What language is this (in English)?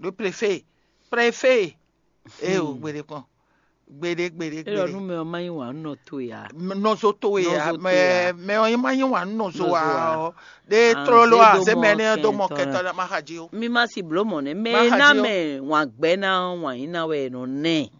Fon